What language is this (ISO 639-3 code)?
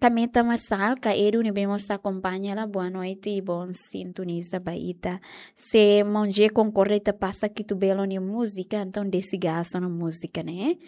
tet